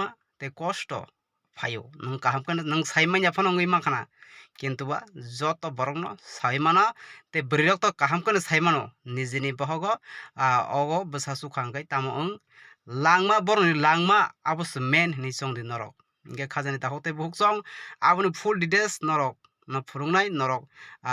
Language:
Kok Borok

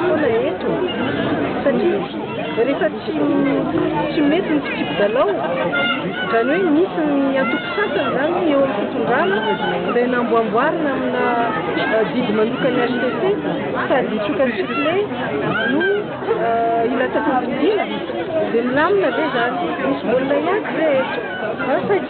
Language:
Malagasy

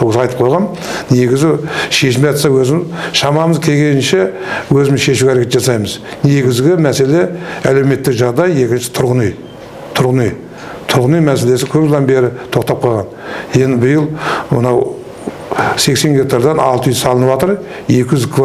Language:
Kazakh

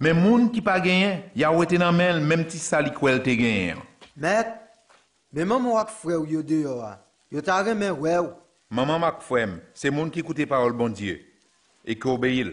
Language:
Haitian Creole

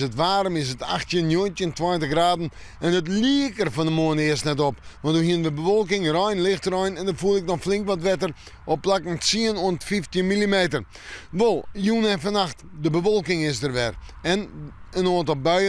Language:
Western Frisian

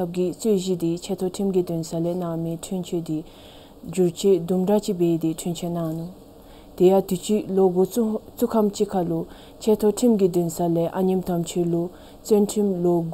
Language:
Dzongkha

